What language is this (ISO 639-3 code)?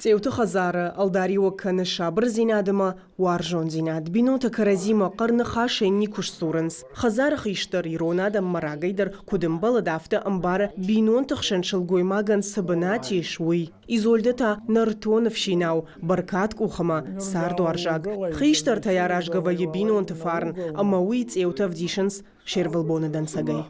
oss